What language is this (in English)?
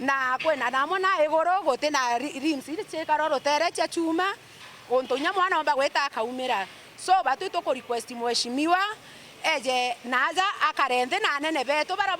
Meru